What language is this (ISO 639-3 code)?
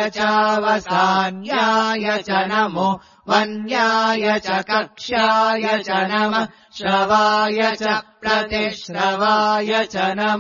san